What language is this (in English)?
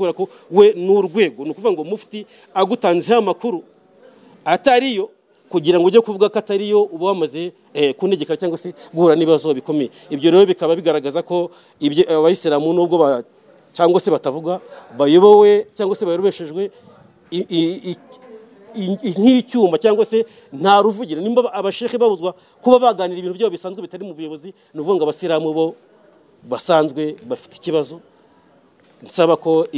Kinyarwanda